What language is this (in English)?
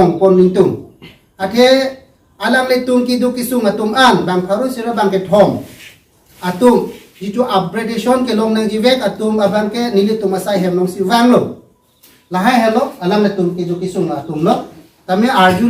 Karbi